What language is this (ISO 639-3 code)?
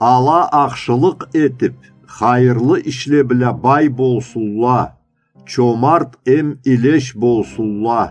krc